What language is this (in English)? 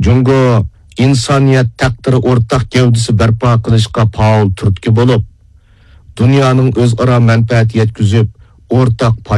Uyghur